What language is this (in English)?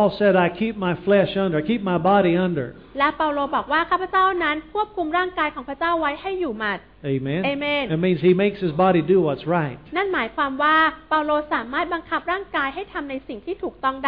Thai